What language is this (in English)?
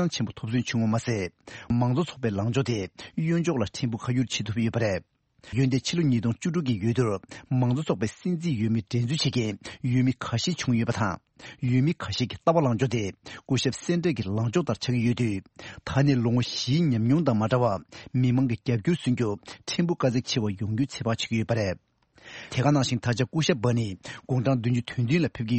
Tibetan